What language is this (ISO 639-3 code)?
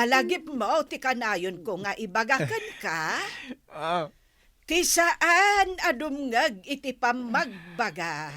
ilo